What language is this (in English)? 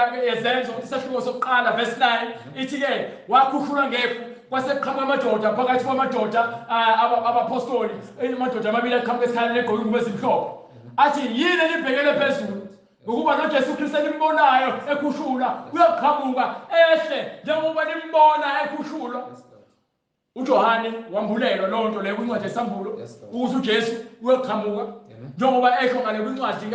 Zulu